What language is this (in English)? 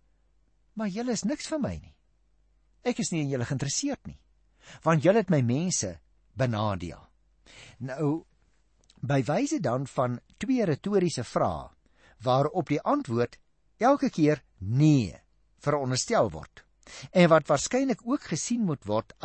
Afrikaans